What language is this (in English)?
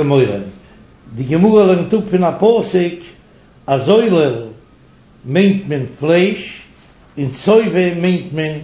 Yiddish